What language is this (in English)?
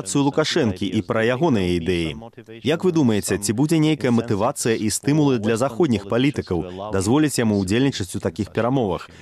Belarusian